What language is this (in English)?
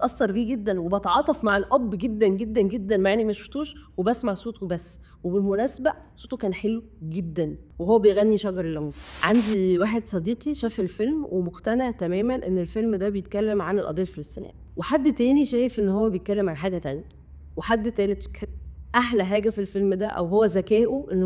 Egyptian Arabic